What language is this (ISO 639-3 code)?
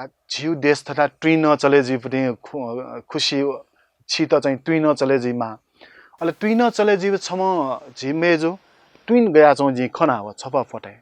new